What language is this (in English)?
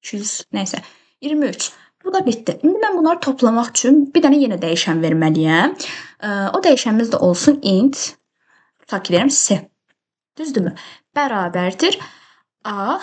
Azerbaijani